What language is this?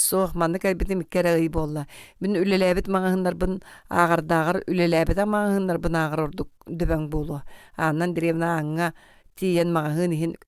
Yakut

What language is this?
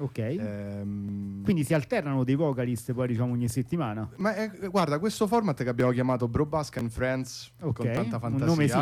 Italian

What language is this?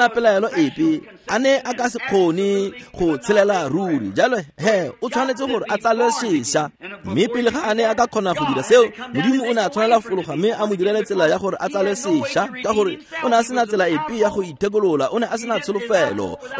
Tswana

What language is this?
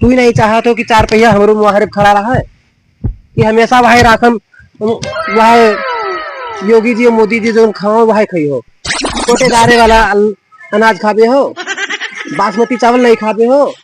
Awadhi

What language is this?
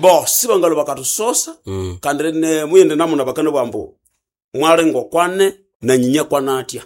Nande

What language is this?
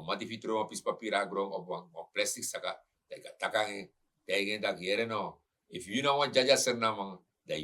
Sranan Tongo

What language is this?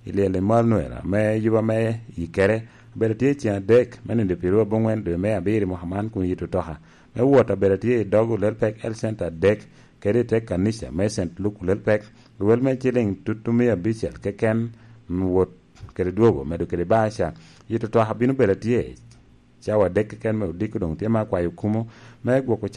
Lango (Uganda)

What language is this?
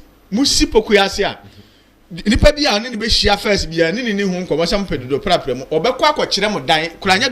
Akan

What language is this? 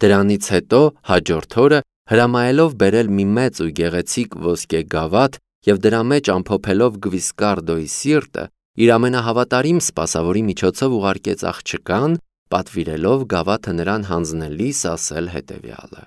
Armenian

